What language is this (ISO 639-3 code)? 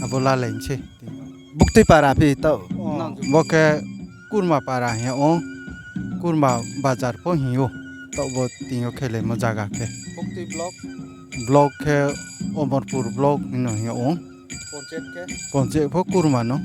ria